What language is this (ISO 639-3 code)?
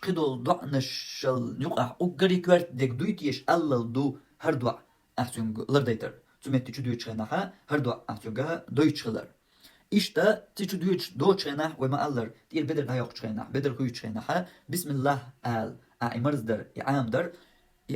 che